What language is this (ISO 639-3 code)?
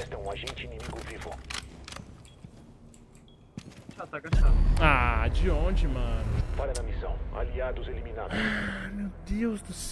por